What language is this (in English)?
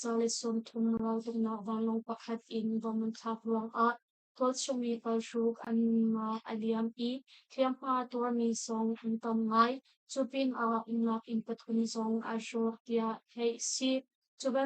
Hakha Chin